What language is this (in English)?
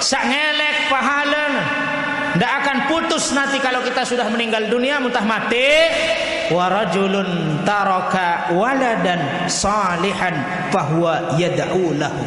Sasak